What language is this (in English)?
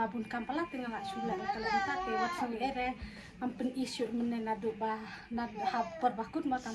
Khasi